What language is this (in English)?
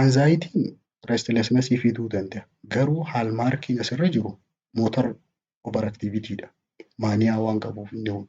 Oromo